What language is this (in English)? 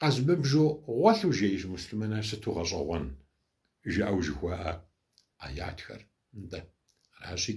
Kabardian